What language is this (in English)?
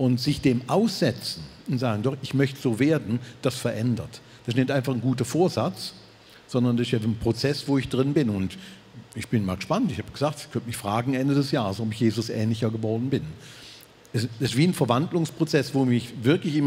Swiss German